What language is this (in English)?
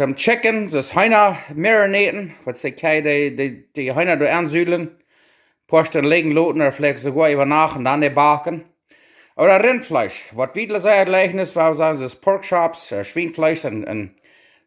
Plautdietsch